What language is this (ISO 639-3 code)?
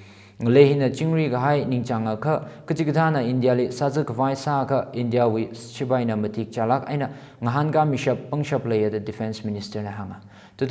nmf